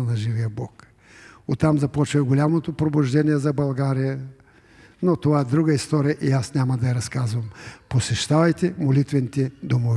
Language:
Bulgarian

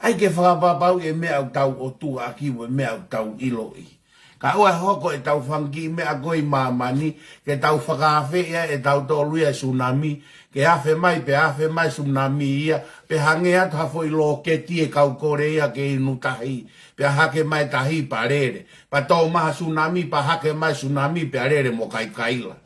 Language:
Tongan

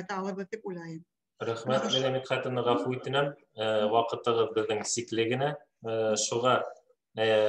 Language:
Bashkir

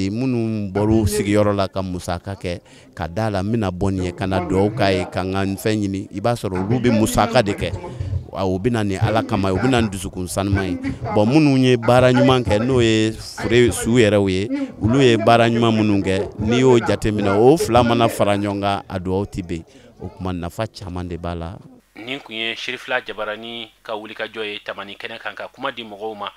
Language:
Bambara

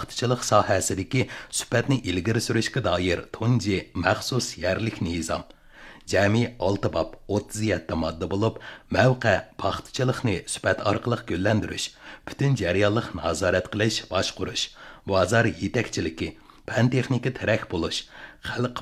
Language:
Uyghur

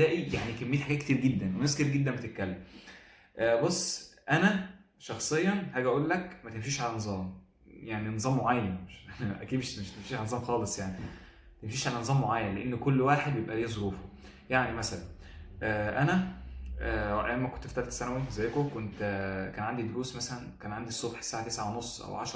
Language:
Egyptian Arabic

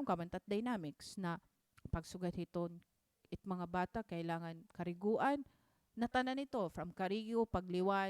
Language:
Waray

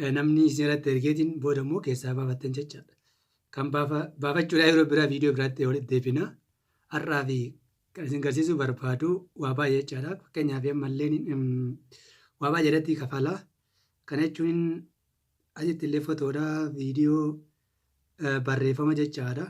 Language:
Oromo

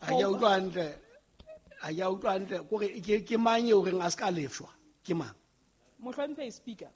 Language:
Southern Sotho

